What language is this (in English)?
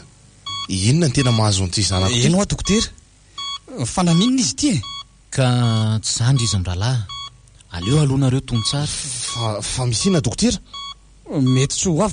Malagasy